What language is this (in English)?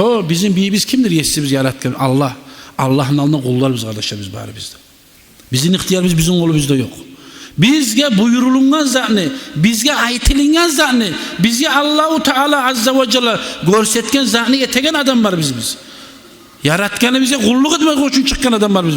Kumyk